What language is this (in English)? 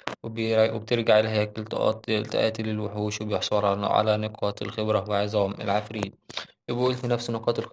Egyptian Arabic